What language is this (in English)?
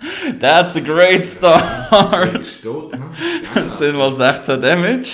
Swiss German